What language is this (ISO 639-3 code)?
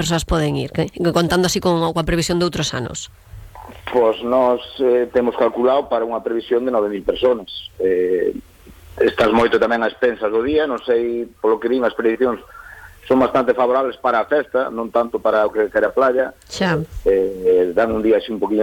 glg